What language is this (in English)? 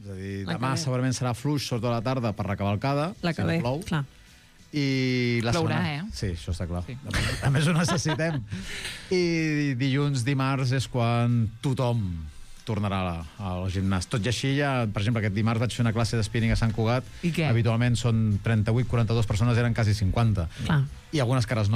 Catalan